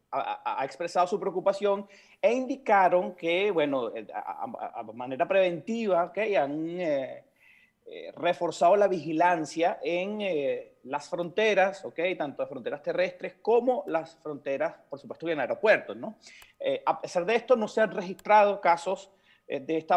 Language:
Spanish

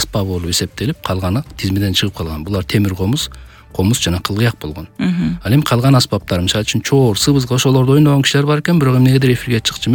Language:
Kyrgyz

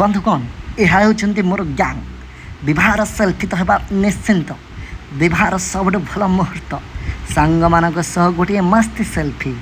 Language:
Odia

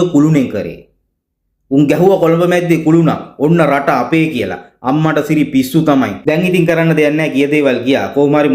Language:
Sinhala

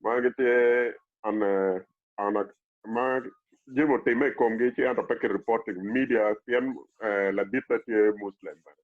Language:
Acoli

